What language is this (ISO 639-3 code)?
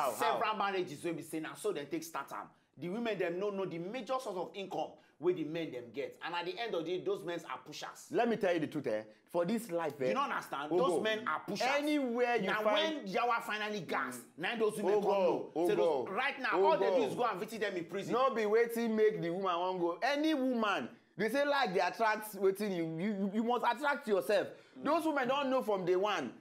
pcm